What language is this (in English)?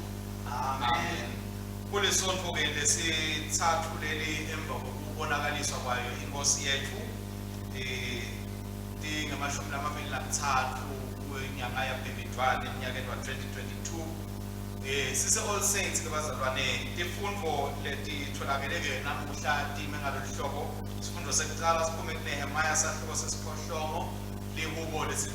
Swati